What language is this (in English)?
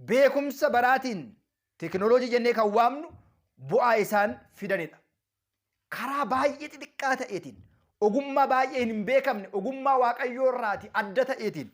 Oromo